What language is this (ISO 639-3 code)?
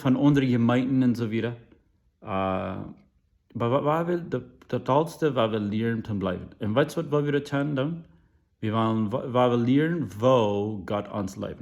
pdt